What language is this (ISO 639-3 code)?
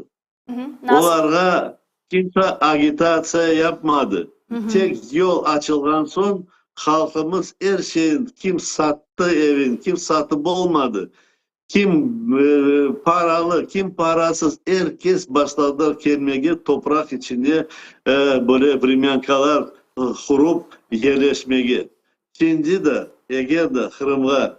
crh